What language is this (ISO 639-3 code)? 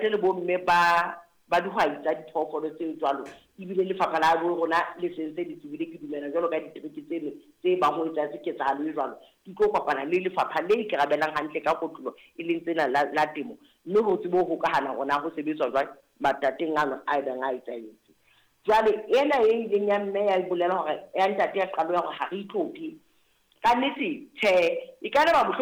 sot